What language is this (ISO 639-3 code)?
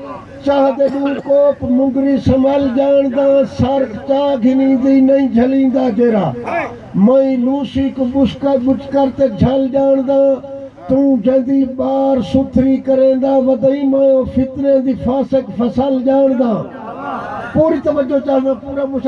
skr